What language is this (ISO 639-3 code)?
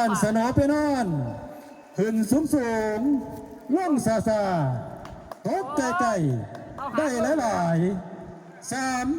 lao